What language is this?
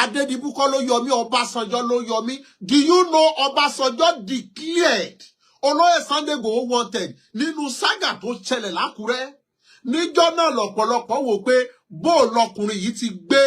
Yoruba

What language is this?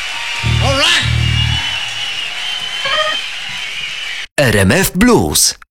Polish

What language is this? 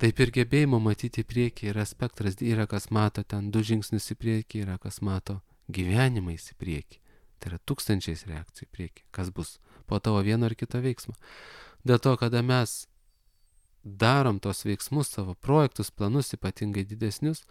Lithuanian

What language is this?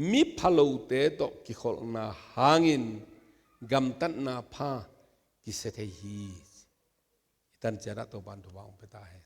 Tedim Chin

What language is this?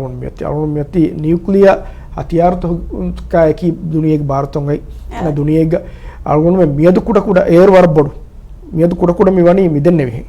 Divehi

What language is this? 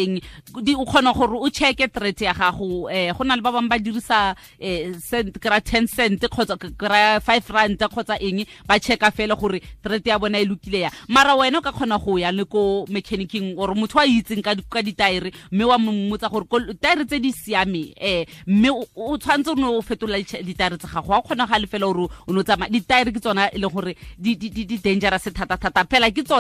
Tswana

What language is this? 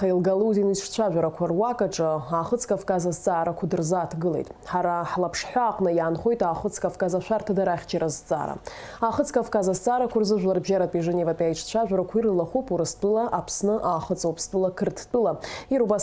Abkhazian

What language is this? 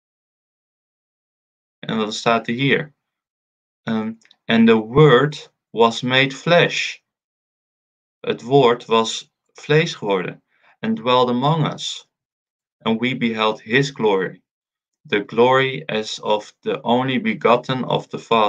Dutch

